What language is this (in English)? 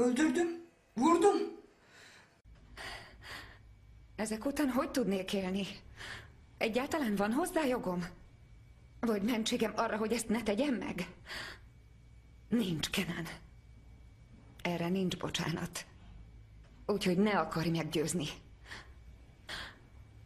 Hungarian